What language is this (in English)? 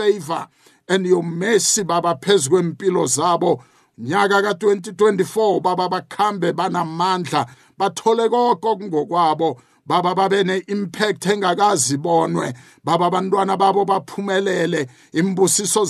South Ndebele